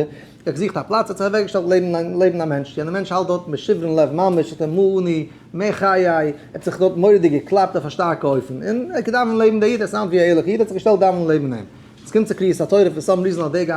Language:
Yiddish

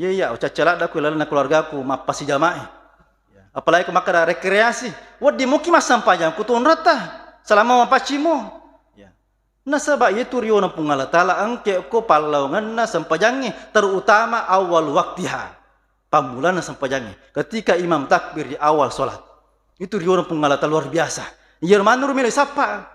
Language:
Buginese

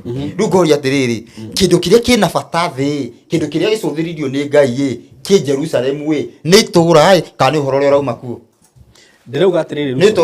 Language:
Kikuyu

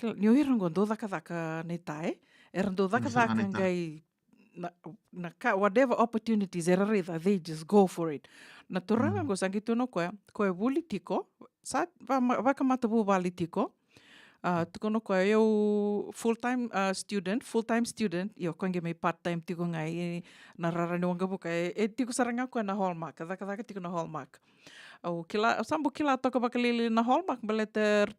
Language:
Fijian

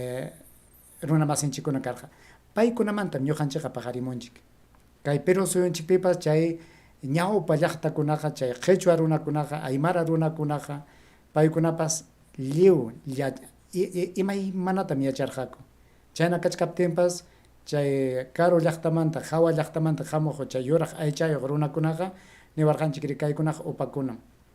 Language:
Ayacucho Quechua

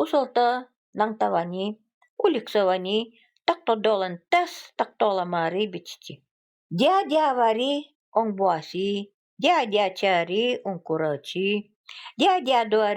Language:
Nanai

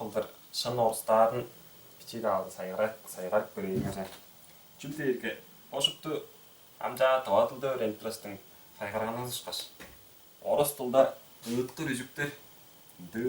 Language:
Tuvinian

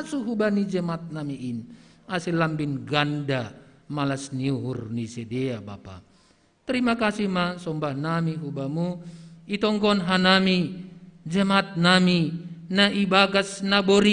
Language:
Batak Simalungun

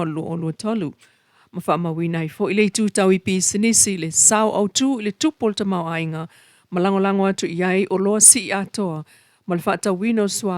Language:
Samoan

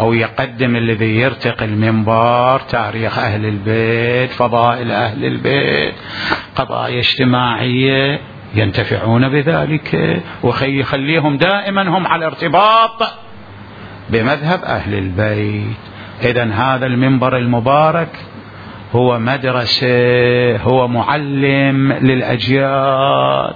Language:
Mesopotamian Arabic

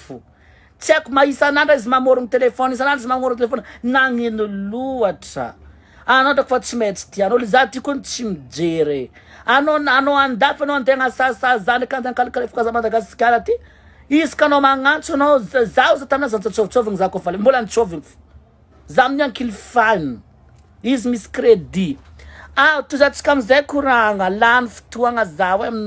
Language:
Malagasy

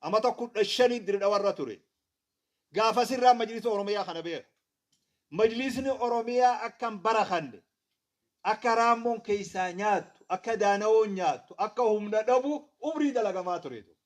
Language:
Oromo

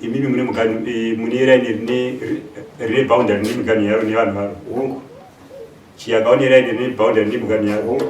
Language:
Shona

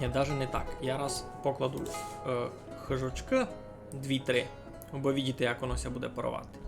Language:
Rusyn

